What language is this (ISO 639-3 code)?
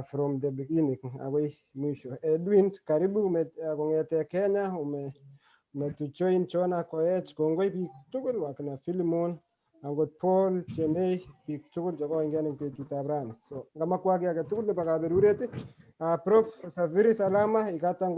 kln